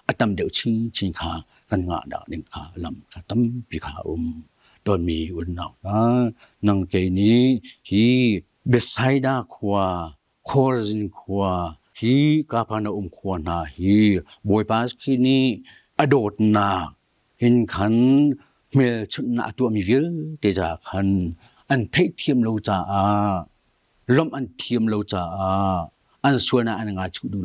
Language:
Hakha Chin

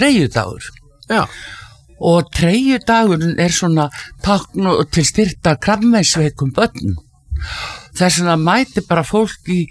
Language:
Icelandic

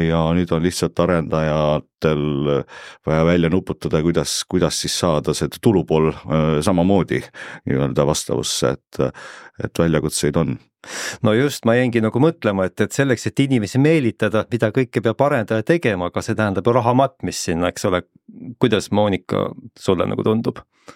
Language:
Estonian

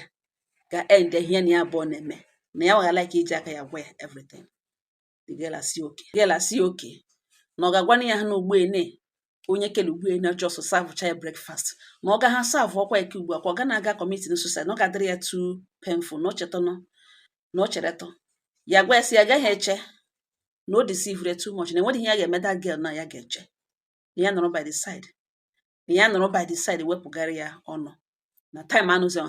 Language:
Igbo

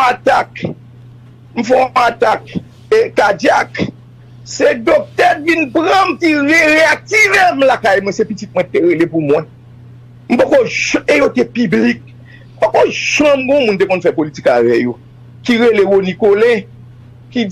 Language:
Haitian Creole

